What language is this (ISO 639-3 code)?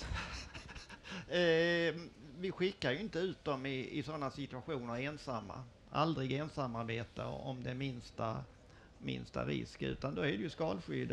swe